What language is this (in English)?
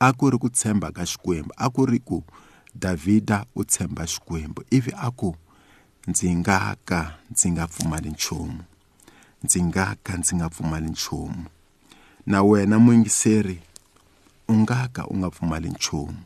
Tsonga